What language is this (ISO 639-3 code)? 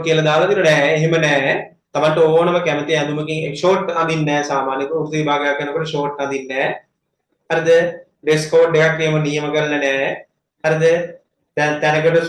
sin